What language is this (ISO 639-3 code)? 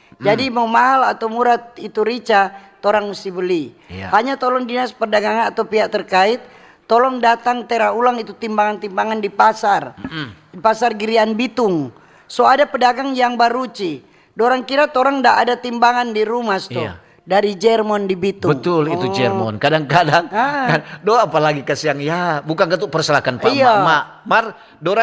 xmm